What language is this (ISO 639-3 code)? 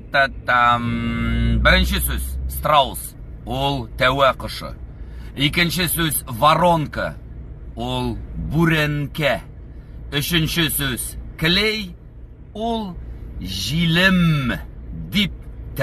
tat